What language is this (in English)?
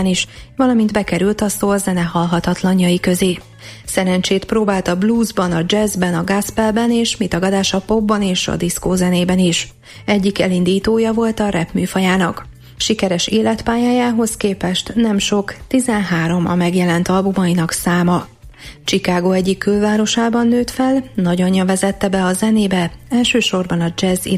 Hungarian